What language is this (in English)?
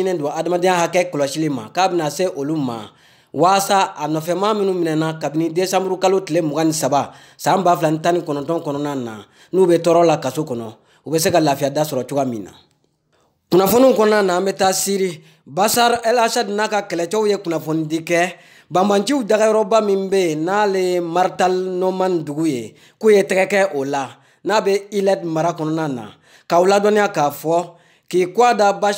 Bambara